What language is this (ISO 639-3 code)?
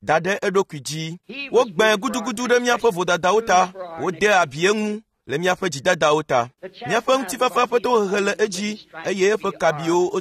ewe